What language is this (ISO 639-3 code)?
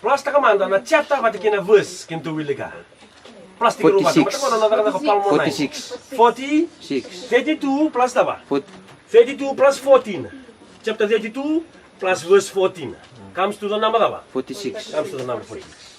fij